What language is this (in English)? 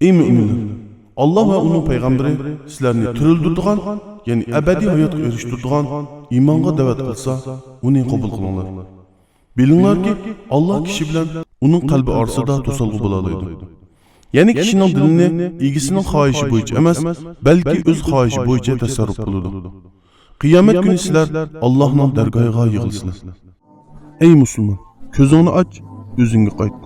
Uyghur